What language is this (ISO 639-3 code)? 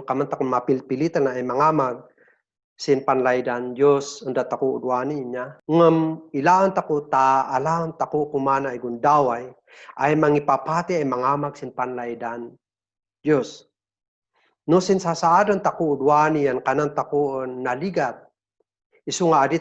kne